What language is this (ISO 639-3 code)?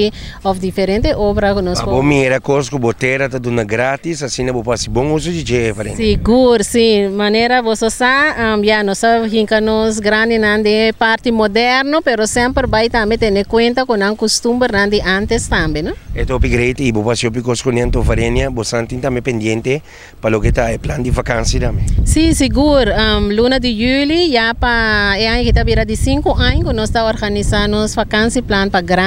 pap